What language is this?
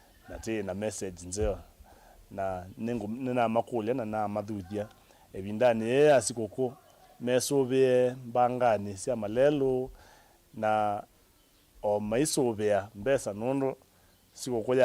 Kamba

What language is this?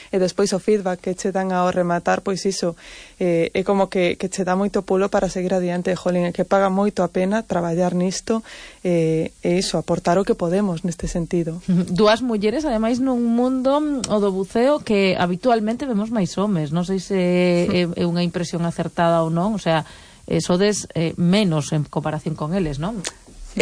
Galician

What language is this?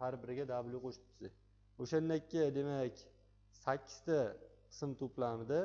Uzbek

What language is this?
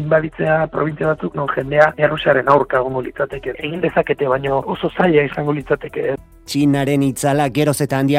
Basque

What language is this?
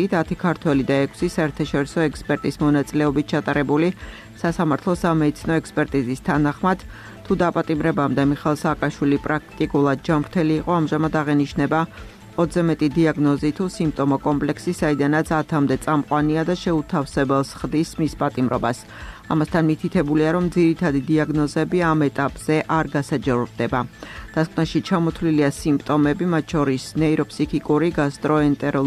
Georgian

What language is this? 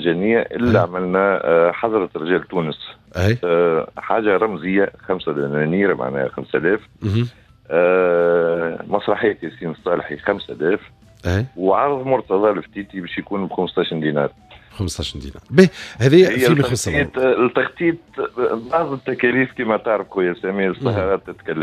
Tunisian Arabic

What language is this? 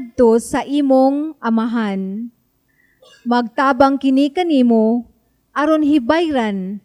Cebuano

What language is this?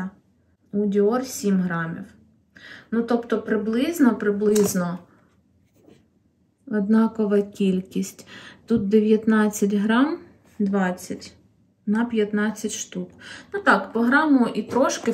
Ukrainian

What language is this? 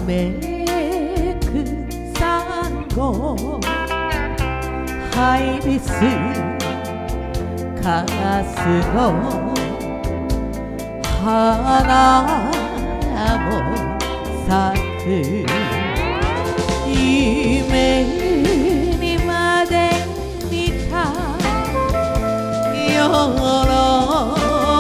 Japanese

